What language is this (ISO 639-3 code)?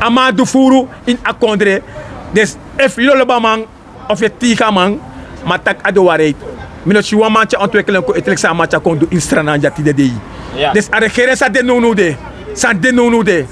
srn